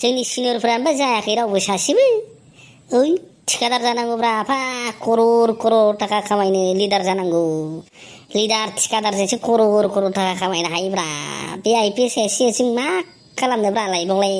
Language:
Bodo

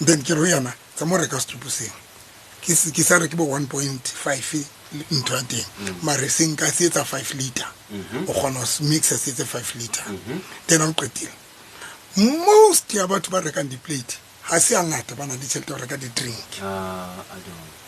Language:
Southern Sotho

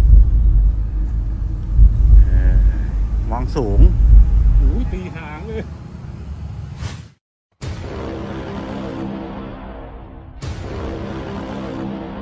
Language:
Thai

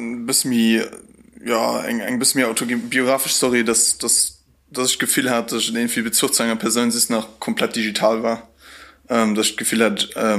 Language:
Luxembourgish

